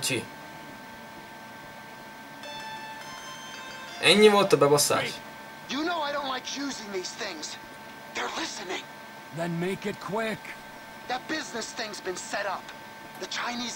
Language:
Hungarian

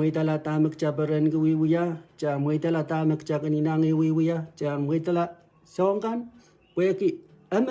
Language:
Pohnpeian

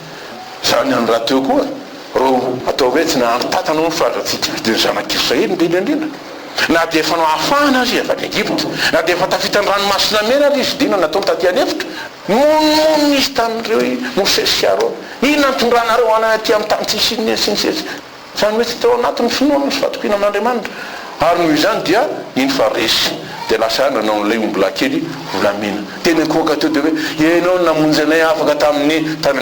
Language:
Malagasy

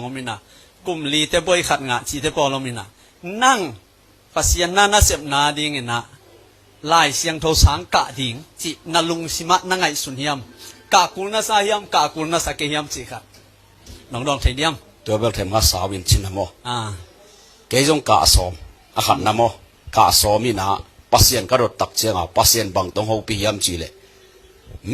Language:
Tedim Chin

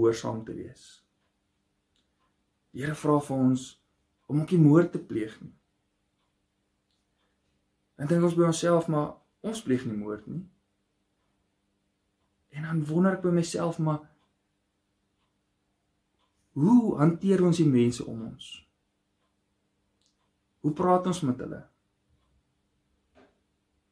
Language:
Afrikaans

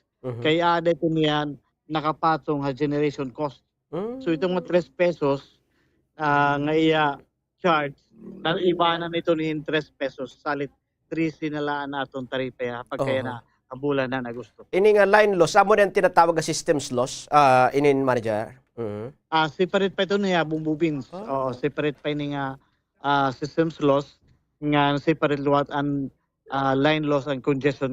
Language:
Waray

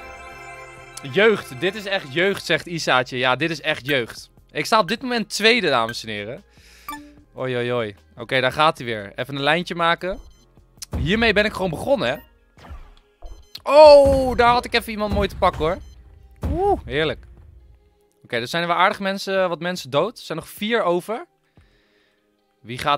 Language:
Dutch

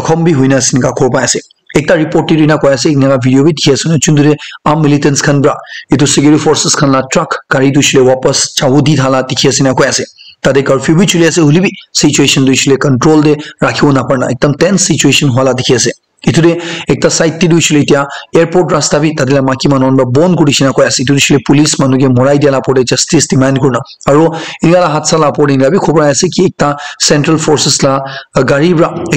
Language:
Naga Pidgin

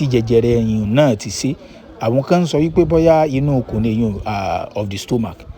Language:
Yoruba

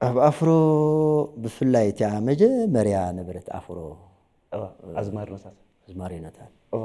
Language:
Tigrinya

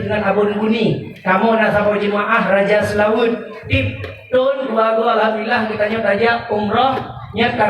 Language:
Achinese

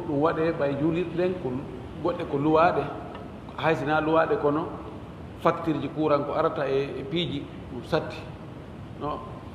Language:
Fula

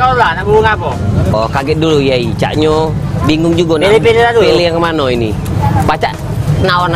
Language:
Musi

